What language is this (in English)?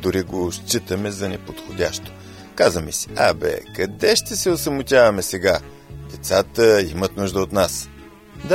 Bulgarian